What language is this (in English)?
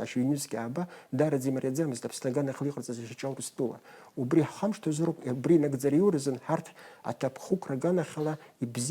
Abkhazian